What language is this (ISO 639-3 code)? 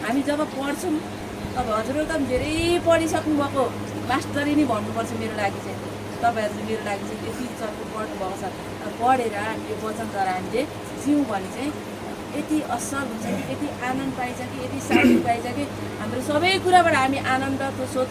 nep